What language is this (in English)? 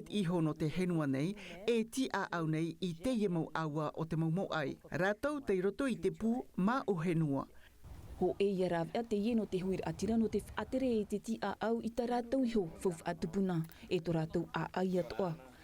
Tahitian